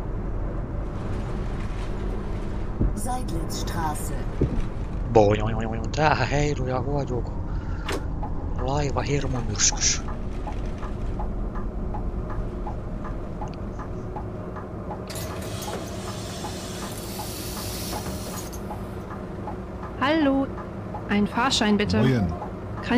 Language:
Finnish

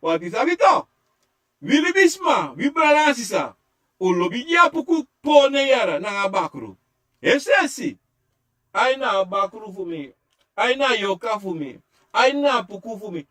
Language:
Sranan Tongo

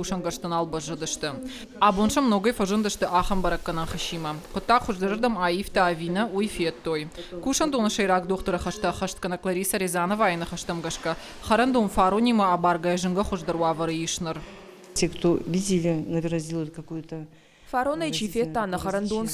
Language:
Ossetic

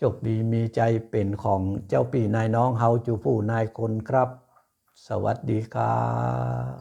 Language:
Pali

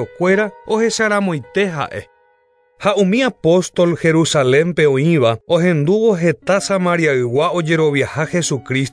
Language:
Guarani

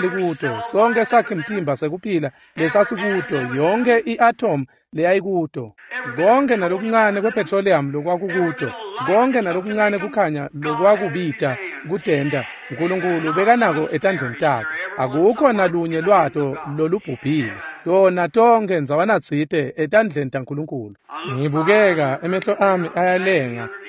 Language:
Swati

